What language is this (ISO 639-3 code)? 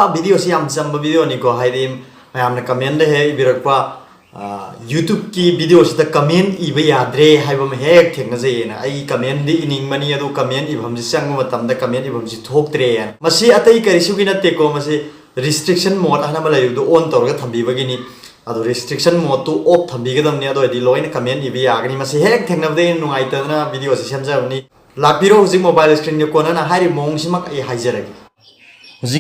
mni